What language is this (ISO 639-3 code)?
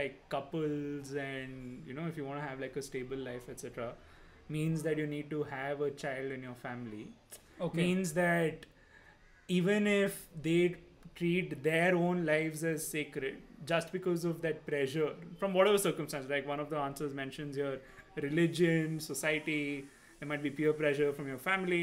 eng